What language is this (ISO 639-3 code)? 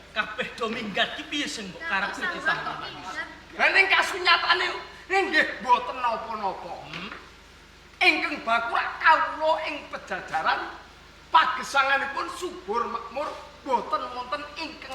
jav